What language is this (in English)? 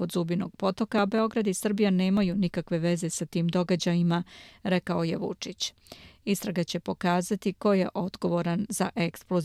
Serbian